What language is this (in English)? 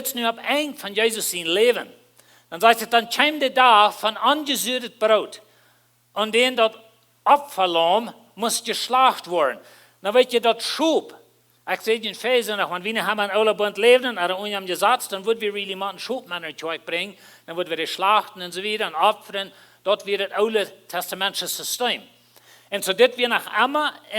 Plautdietsch